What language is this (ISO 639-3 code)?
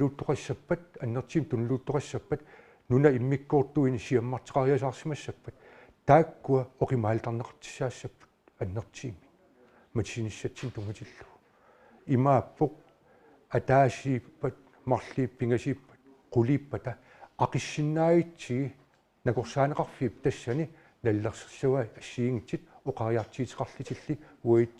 kal